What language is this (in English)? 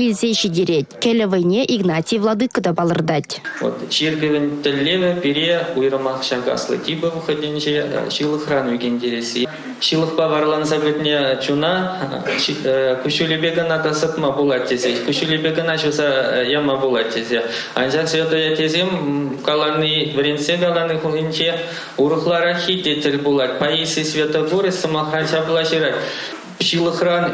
Chuvash